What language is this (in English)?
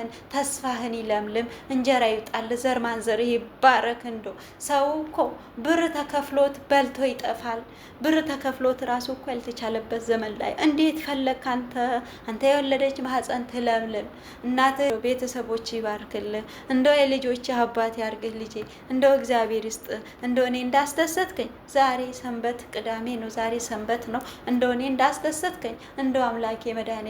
Amharic